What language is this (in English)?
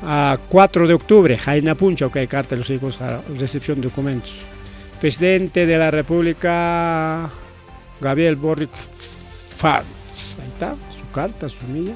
Ayacucho Quechua